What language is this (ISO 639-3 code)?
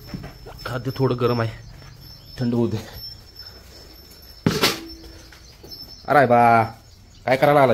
mar